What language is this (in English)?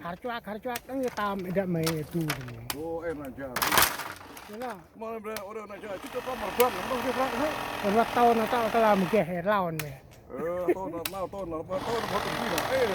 Central Mnong